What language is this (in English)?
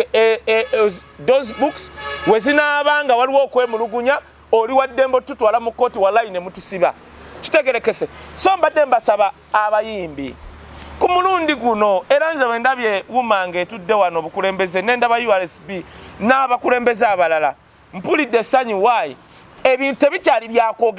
Ganda